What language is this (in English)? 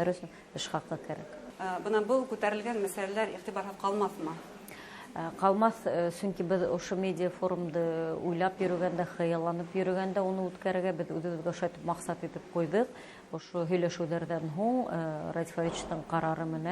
Bashkir